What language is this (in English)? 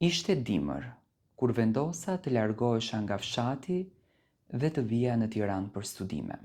Albanian